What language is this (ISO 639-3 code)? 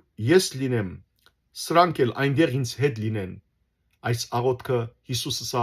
hyw